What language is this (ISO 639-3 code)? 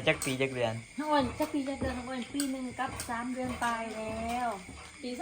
tts